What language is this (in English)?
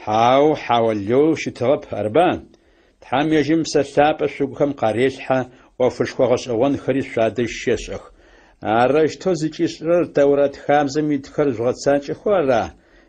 Adyghe